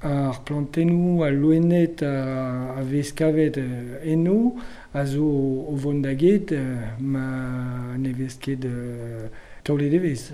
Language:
Breton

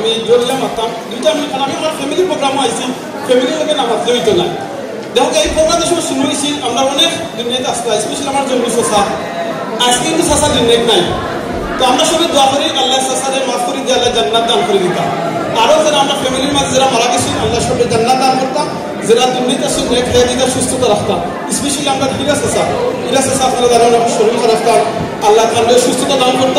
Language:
Sylheti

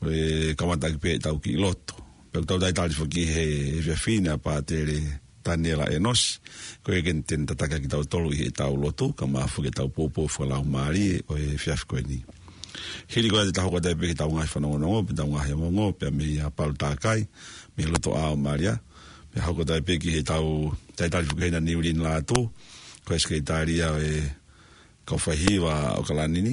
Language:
Tongan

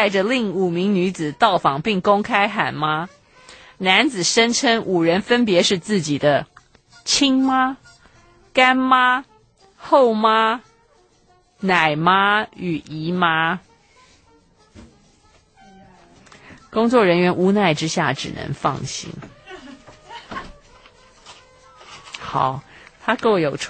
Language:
Chinese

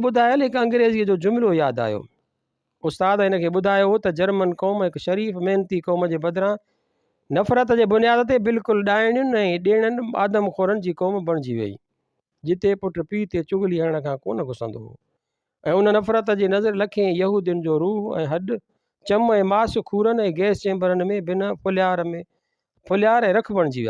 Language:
Sindhi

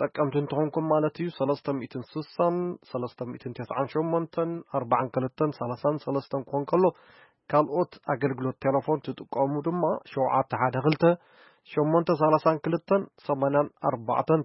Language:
Tigrinya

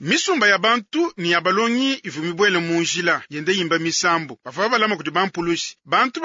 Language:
Luba-Lulua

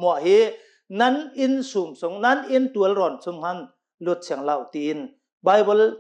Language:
Hakha Chin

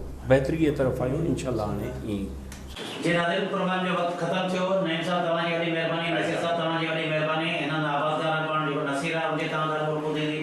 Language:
Sindhi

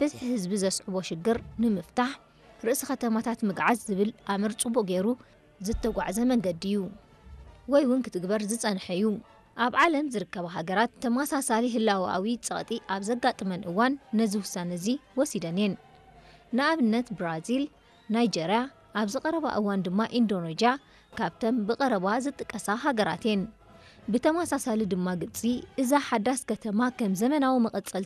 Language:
Tigrinya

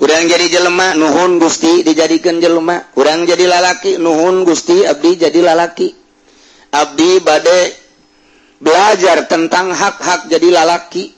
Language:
Sundanese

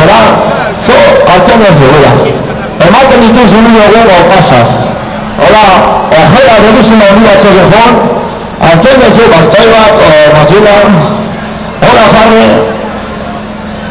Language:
Basque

